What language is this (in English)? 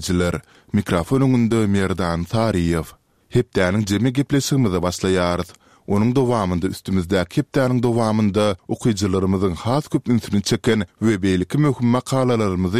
Turkmen